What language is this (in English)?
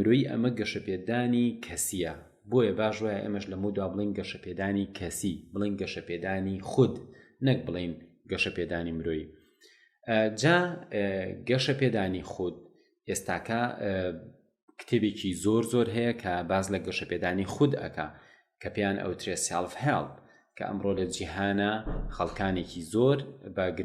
Central Kurdish